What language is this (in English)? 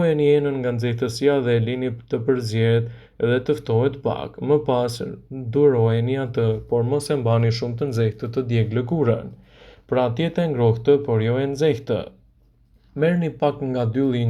Albanian